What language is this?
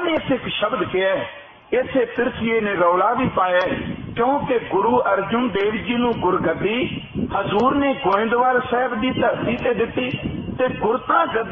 Punjabi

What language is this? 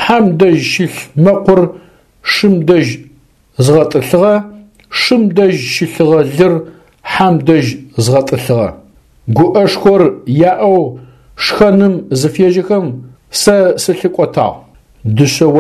Adyghe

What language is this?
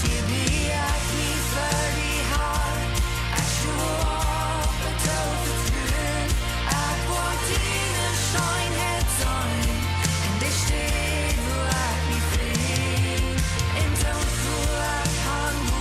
Plautdietsch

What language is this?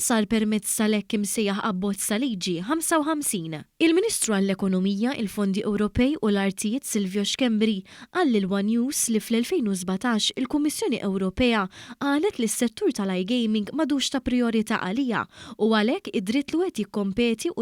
Maltese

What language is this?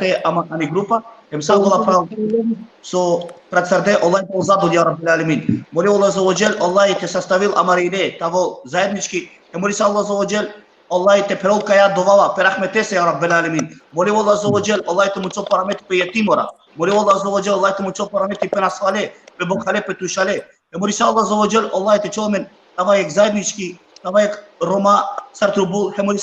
Balkan Romani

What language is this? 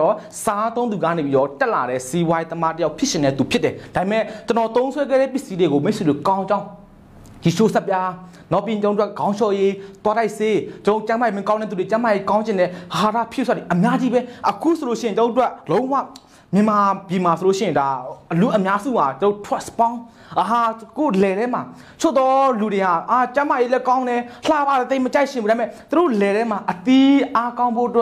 Burmese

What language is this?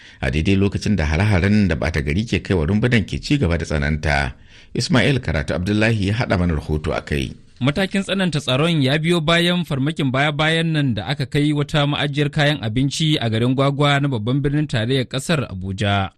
Hausa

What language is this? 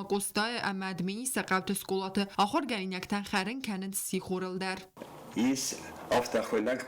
Ossetic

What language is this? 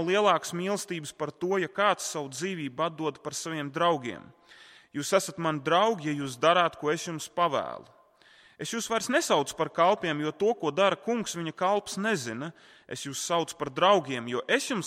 Latvian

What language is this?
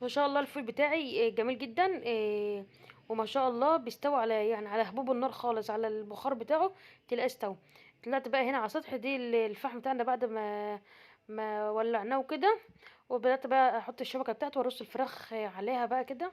Egyptian Arabic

